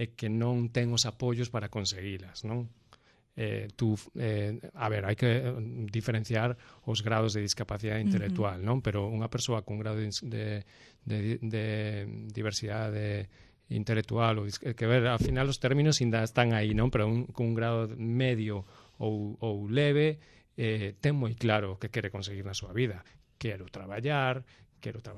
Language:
Galician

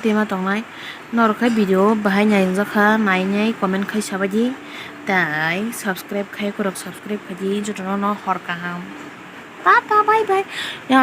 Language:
Kok Borok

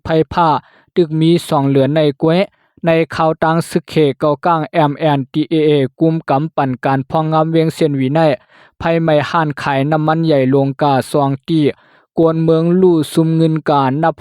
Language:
Lao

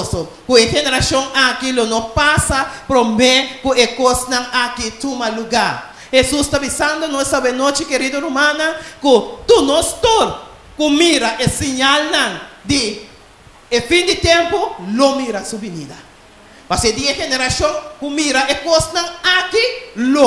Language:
Papiamento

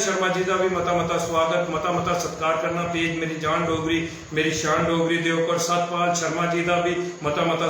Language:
Dogri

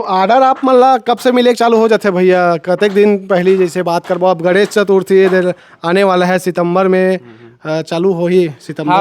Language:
Chhattisgarhi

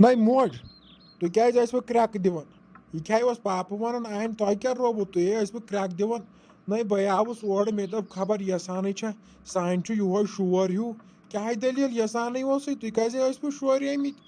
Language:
Kashmiri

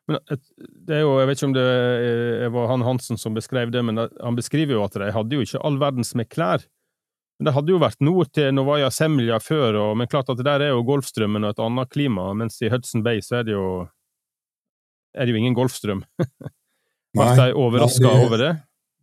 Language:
Norwegian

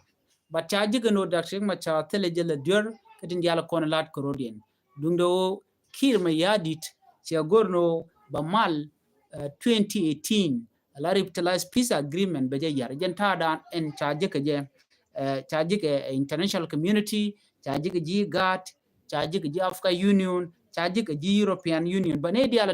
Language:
Nuer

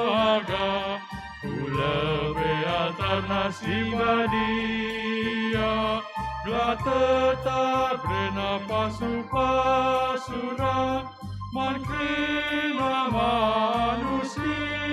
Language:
Batak Karo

